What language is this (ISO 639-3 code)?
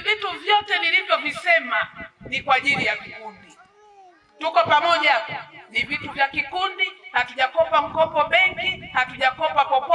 swa